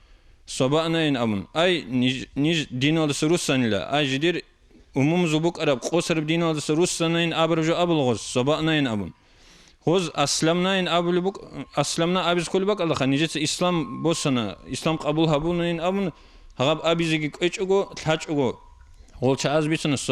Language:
Avaric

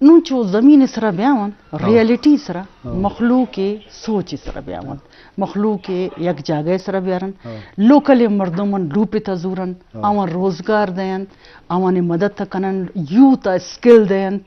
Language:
Eastern Balochi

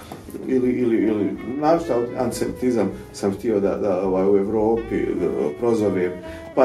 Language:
Bosnian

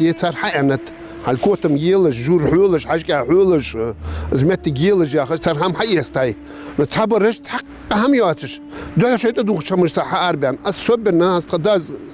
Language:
Ingush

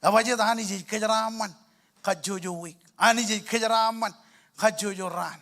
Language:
Marshallese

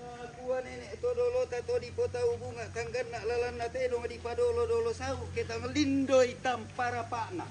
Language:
Toraja-Sa'dan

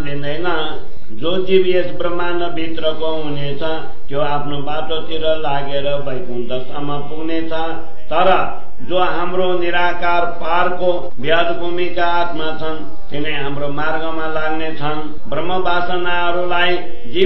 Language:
Nepali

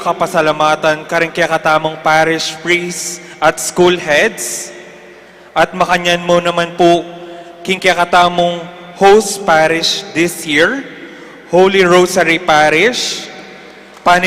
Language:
Pampanga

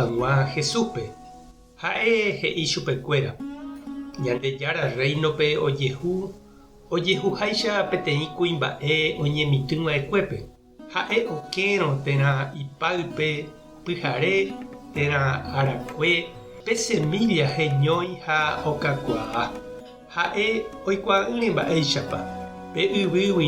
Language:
Guarani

